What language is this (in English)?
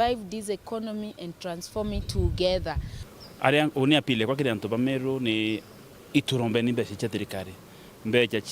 Meru